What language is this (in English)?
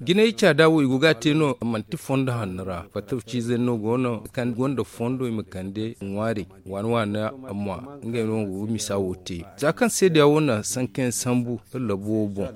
Zarma